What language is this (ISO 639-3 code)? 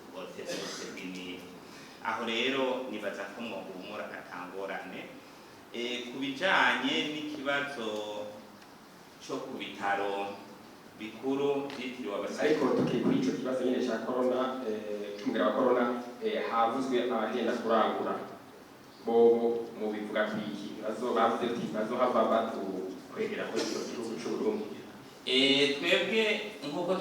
run